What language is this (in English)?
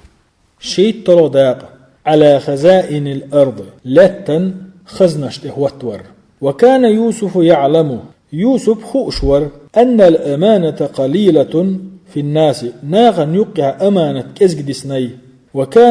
Chechen